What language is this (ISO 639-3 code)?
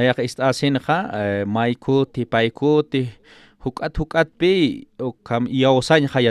aym